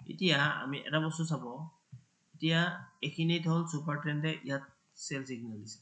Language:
Assamese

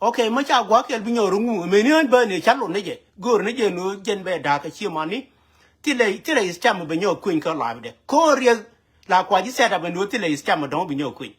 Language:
Nuer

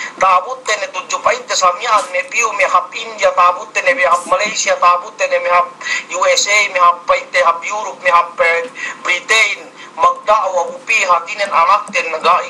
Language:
Yakan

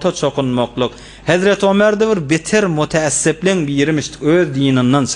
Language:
Turkmen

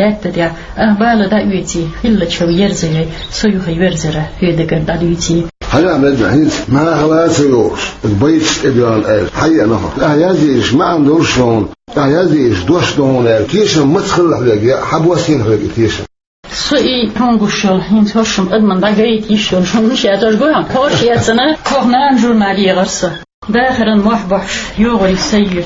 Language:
Chechen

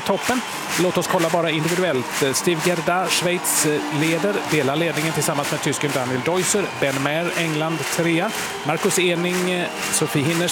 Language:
Swedish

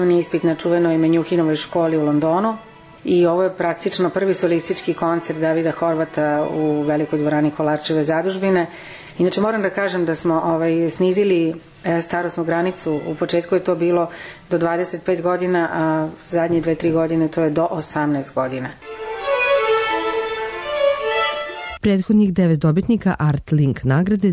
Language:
Serbian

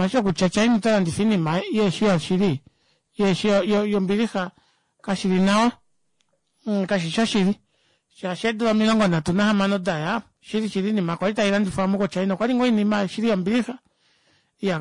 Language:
Kuanyama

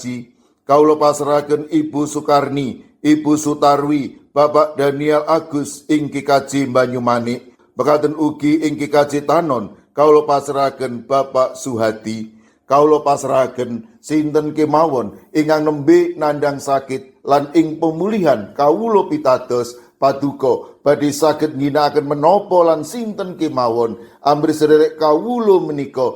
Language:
Javanese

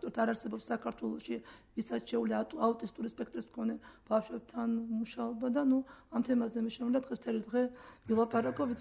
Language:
Georgian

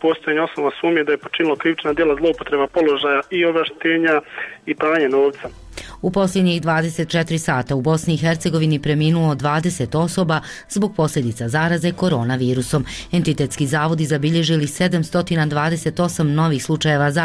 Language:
Bosnian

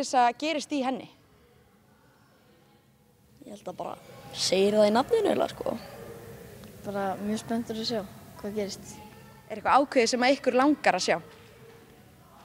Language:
Icelandic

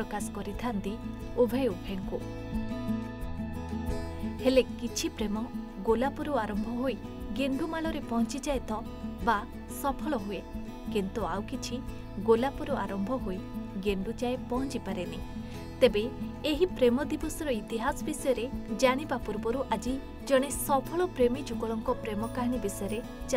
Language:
Odia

